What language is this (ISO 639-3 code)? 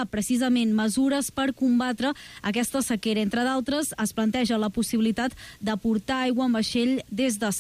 cat